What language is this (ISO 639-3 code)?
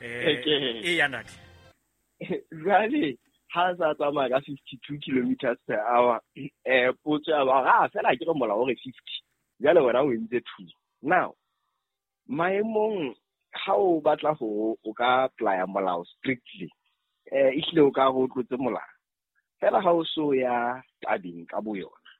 sot